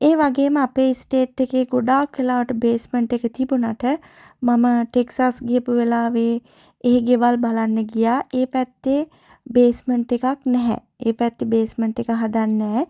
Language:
Sinhala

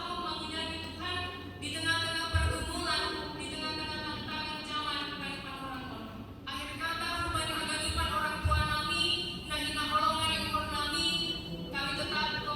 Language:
Batak Simalungun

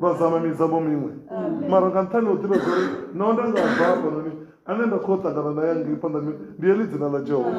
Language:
Venda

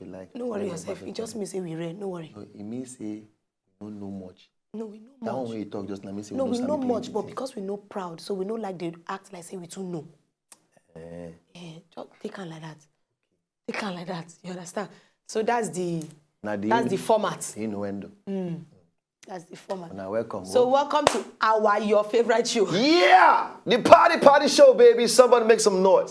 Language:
Nigerian Pidgin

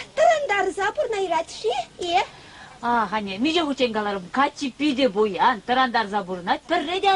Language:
Chuvash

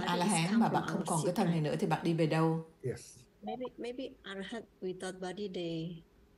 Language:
Vietnamese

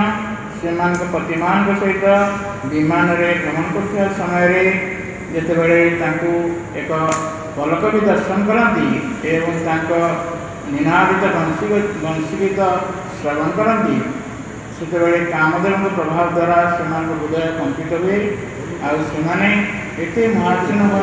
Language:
Odia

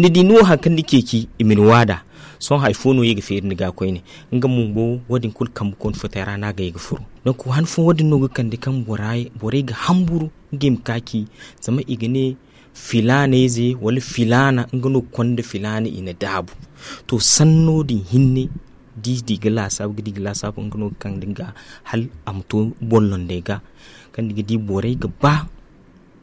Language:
Zarma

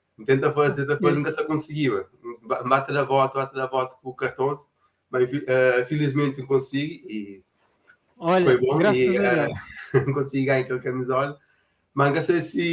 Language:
Kabuverdianu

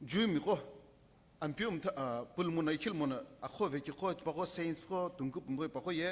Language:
Sumi Naga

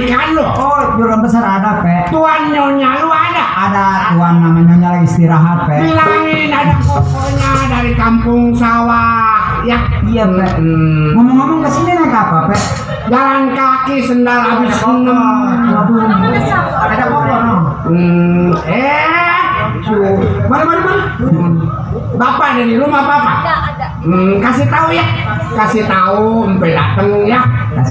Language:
Betawi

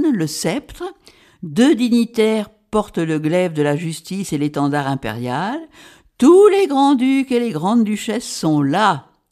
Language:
French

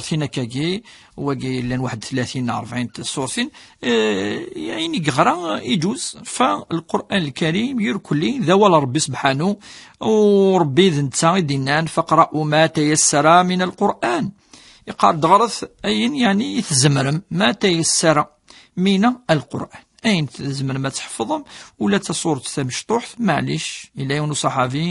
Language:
Kabyle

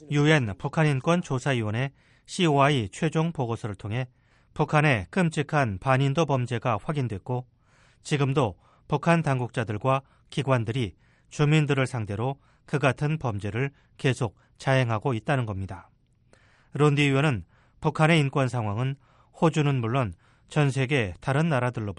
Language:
Korean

